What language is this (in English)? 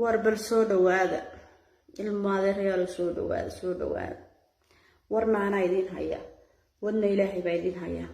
Somali